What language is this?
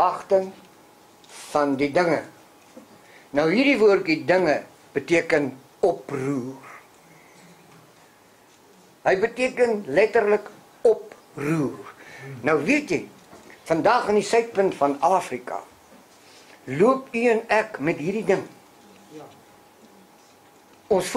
Afrikaans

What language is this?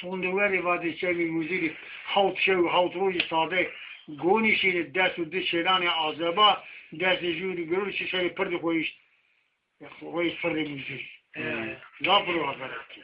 Zaza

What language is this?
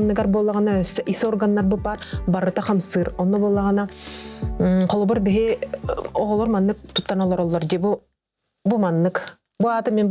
Yakut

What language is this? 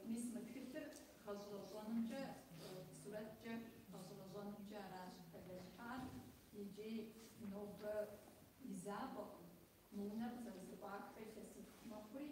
Kabardian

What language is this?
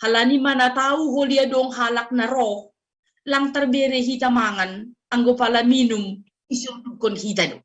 Batak Simalungun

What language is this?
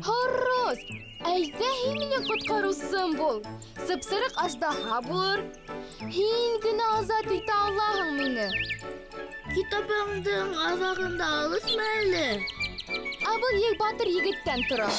Bashkir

